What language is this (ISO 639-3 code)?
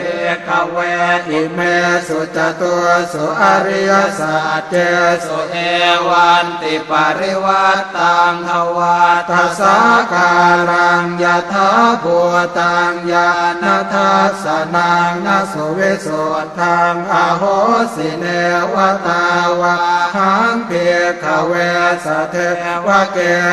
pli